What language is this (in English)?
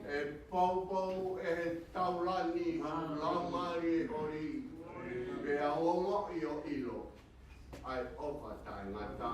Tongan